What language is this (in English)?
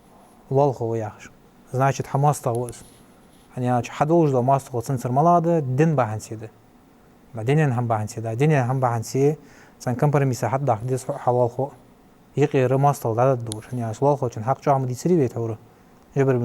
Ingush